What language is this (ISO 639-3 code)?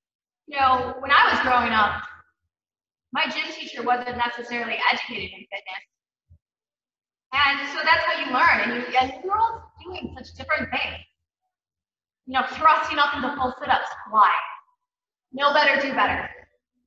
eng